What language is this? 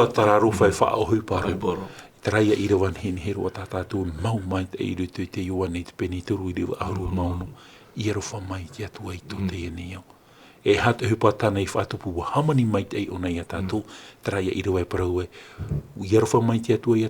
Tahitian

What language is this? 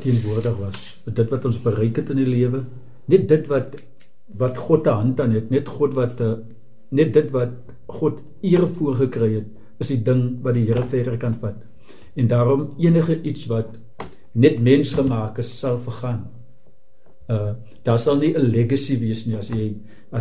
Afrikaans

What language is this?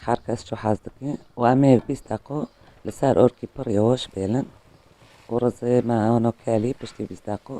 Kurdish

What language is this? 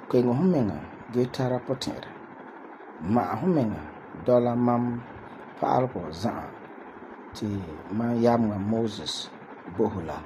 Frafra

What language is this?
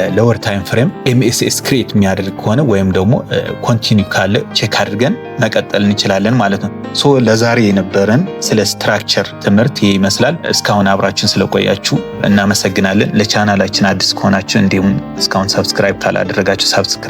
Amharic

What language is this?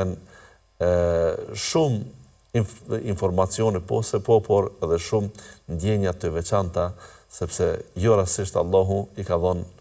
Albanian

